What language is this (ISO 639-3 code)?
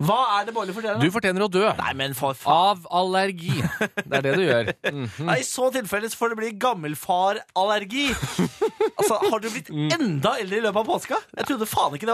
nor